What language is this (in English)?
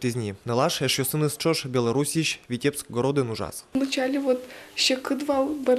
Udmurt